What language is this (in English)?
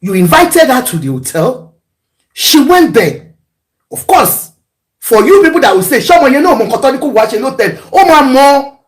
Yoruba